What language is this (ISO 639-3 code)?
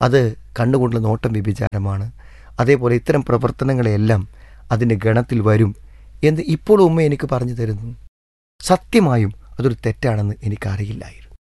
mal